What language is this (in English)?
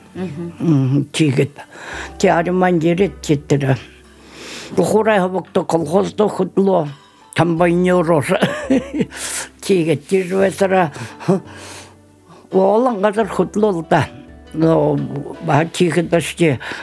Buriat